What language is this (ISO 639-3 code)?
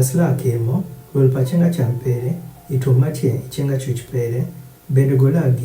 adh